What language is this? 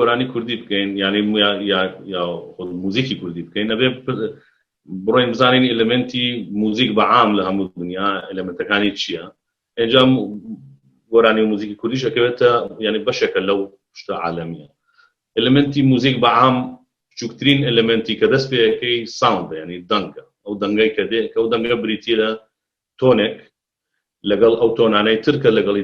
Central Kurdish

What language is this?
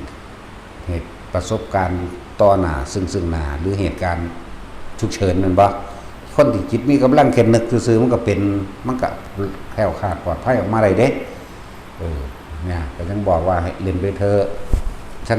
Northeastern Thai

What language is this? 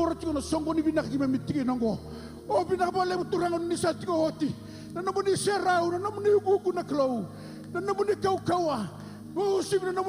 Fijian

